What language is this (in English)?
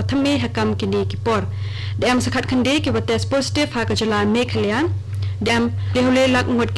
Khasi